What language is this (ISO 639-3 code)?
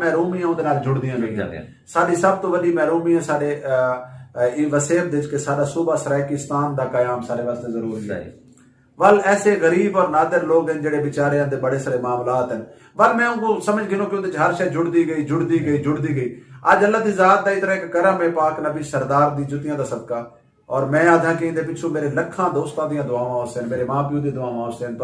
skr